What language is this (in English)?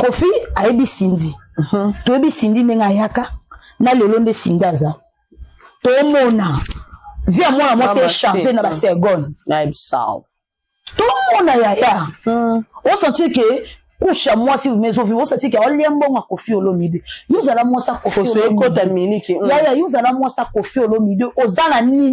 Lingala